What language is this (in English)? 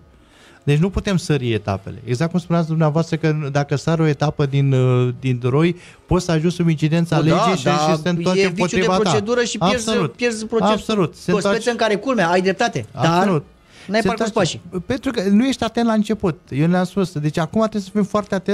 Romanian